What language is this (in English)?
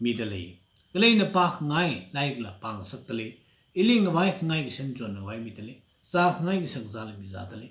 Tangkhul Naga (India)